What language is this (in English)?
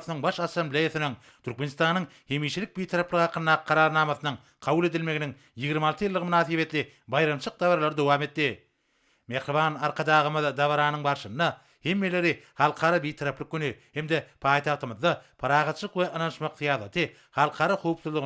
Turkmen